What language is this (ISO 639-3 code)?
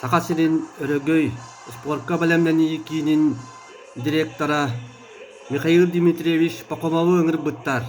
sah